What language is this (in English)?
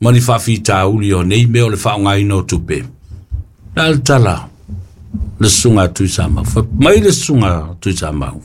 Samoan